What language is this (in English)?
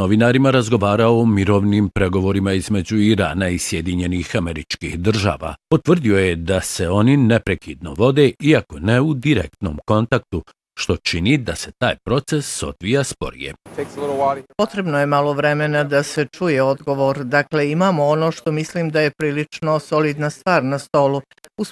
Bosnian